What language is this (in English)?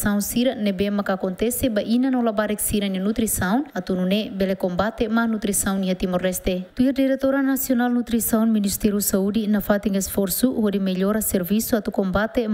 Tetum